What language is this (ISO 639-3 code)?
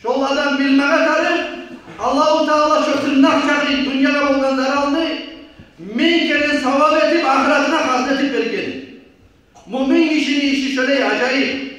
kum